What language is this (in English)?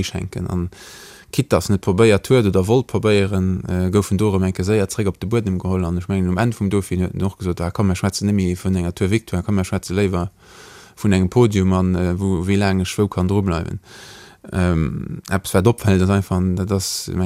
Luxembourgish